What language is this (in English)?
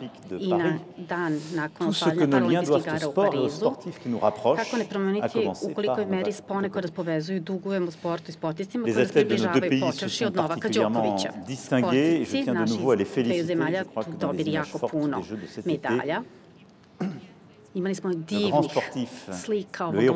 Serbian